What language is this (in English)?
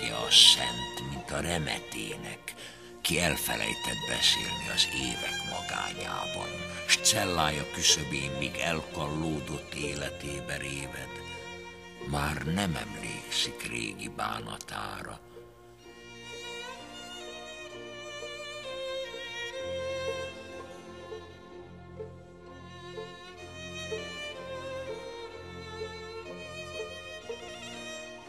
Hungarian